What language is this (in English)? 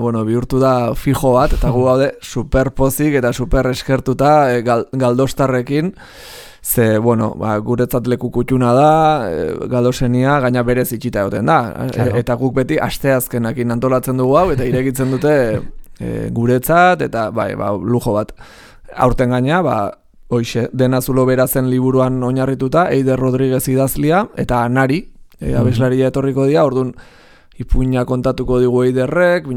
Basque